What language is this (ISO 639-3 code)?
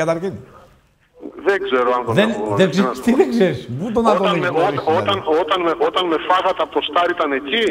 ell